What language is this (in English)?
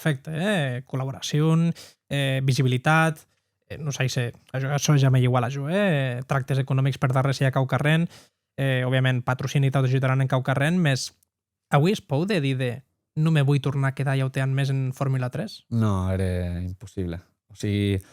Occitan